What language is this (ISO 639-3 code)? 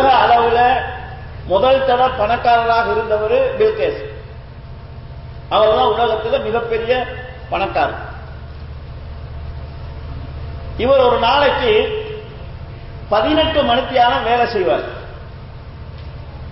tam